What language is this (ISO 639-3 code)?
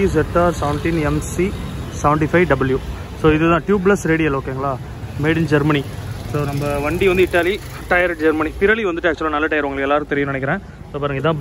tam